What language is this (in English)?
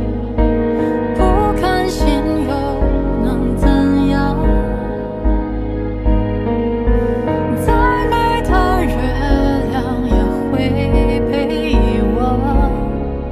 Chinese